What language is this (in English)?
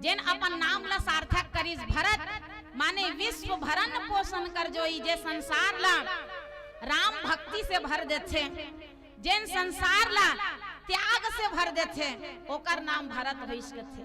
Chhattisgarhi